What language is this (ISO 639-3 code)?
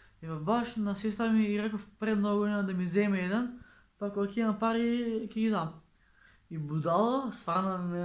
mkd